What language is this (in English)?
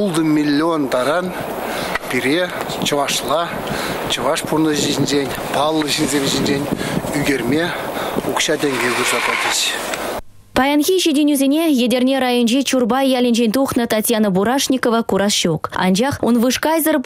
Chuvash